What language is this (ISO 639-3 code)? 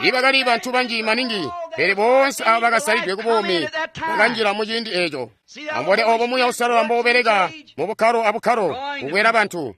toi